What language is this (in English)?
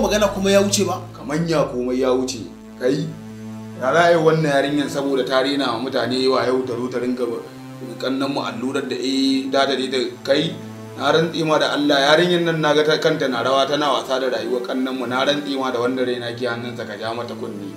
Hausa